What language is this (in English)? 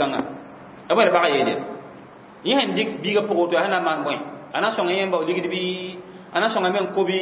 Mossi